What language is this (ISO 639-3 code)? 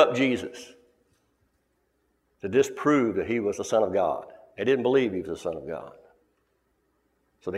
eng